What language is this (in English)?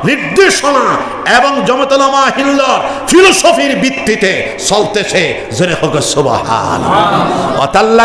Sylheti